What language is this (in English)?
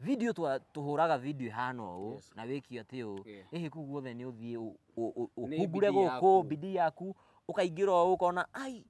Kikuyu